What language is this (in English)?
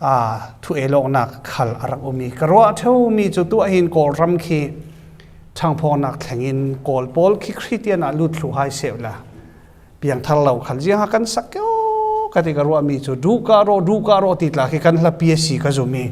Falam Chin